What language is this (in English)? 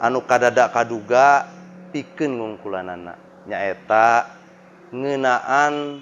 Sundanese